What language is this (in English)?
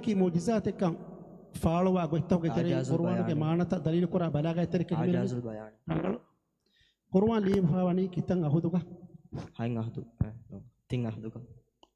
Divehi